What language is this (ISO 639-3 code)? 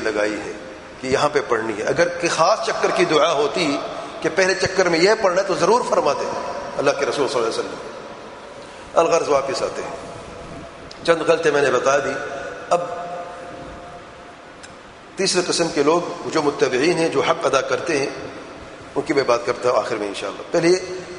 urd